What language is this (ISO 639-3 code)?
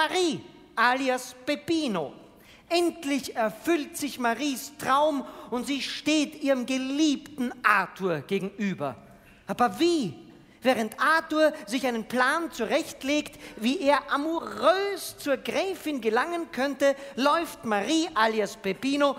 deu